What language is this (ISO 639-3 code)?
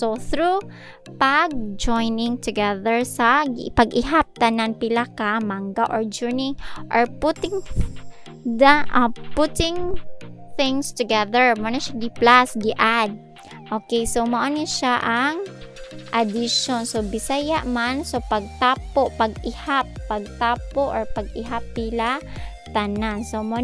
ceb